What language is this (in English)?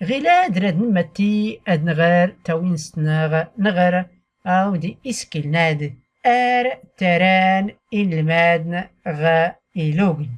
Tachelhit